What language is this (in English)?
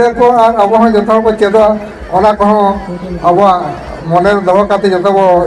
Santali